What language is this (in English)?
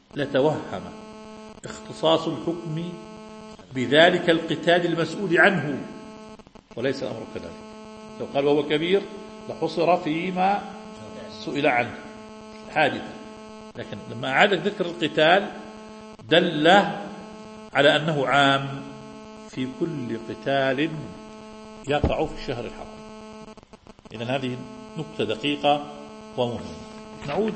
Arabic